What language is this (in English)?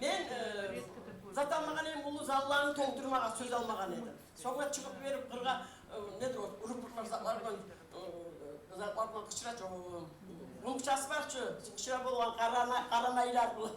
Kumyk